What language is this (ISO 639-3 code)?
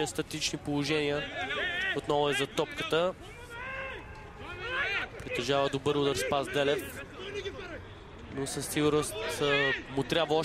bul